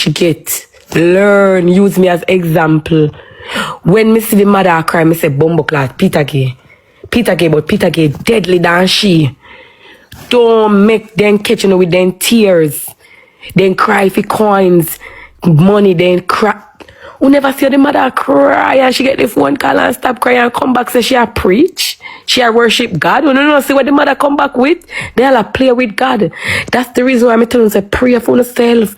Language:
Jamaican Creole English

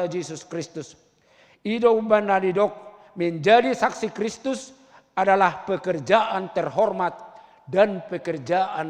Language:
Batak Toba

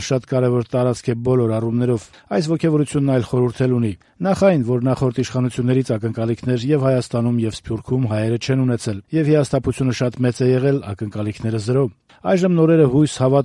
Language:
Armenian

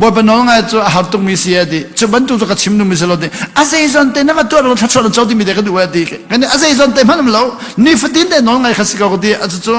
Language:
Hakha Chin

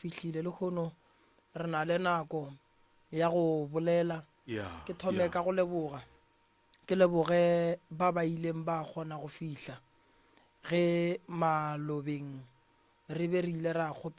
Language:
Northern Sotho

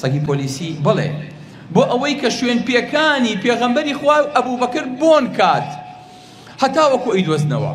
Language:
Central Kurdish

